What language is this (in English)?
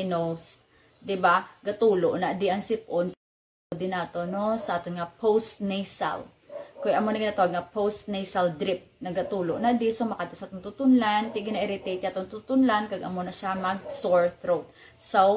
Hiligaynon